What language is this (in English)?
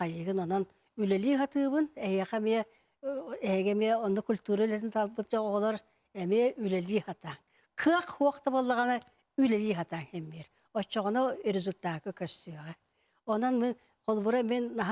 Yakut